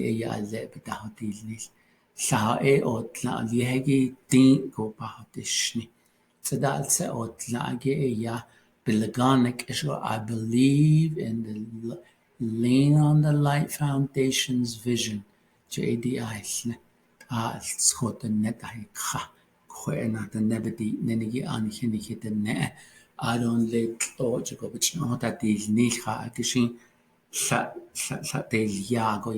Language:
Navajo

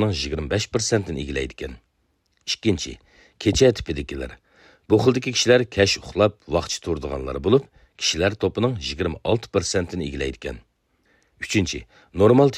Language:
Uyghur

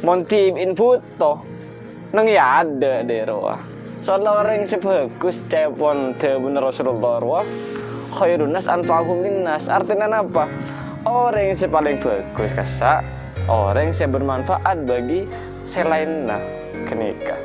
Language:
Madurese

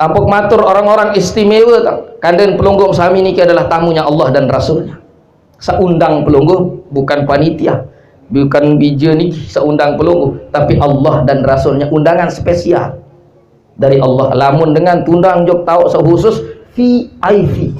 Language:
Sasak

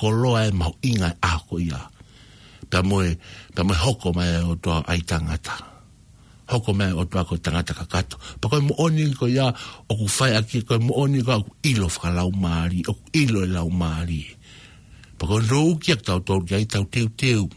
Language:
Tongan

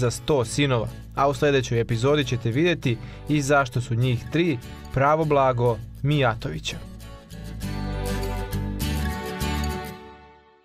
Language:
Serbian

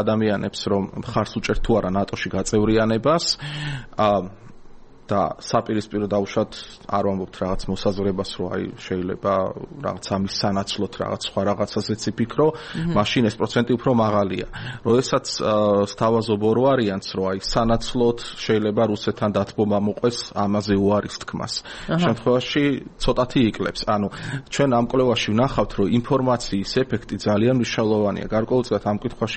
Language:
Georgian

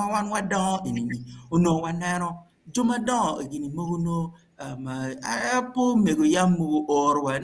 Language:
Acoli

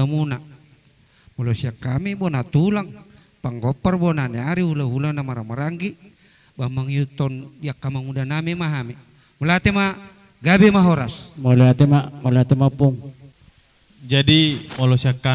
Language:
Batak Toba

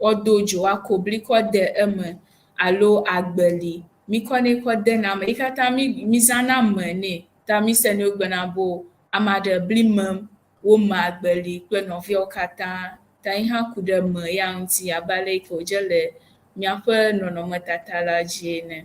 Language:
Ewe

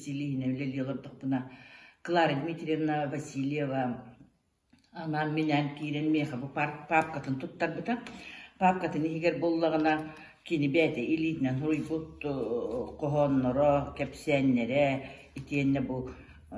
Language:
Yakut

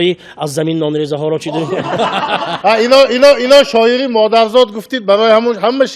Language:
Tajik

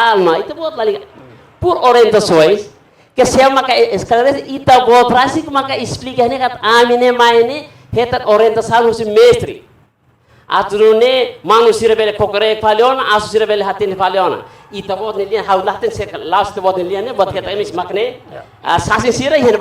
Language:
Tetum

